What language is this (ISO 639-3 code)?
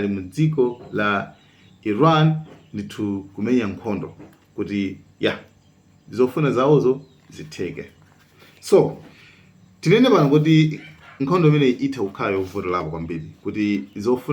nya